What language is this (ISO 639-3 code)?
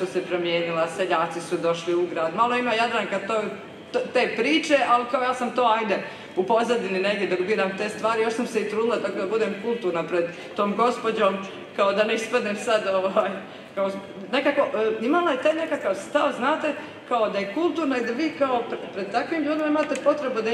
hrv